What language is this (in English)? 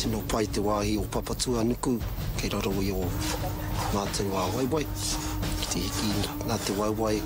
Māori